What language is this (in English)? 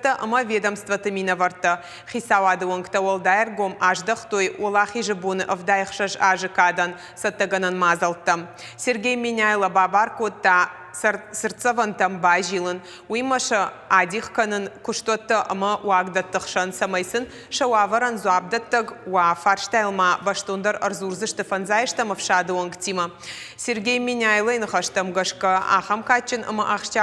Ossetic